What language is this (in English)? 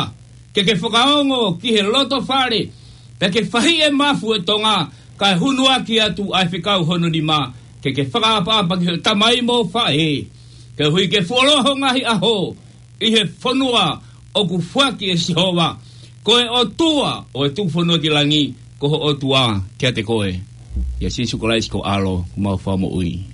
Tongan